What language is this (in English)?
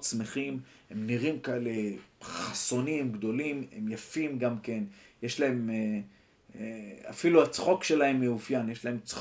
Hebrew